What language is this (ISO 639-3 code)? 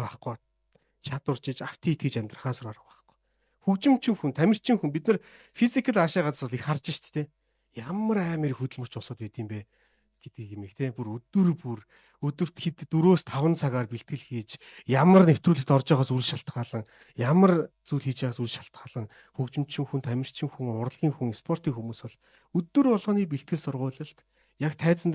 mon